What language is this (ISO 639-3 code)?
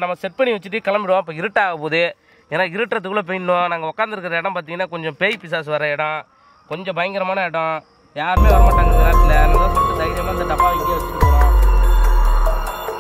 tam